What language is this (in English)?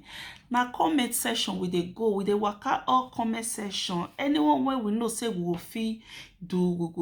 Nigerian Pidgin